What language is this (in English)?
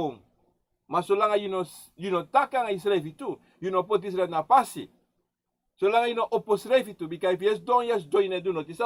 Sranan Tongo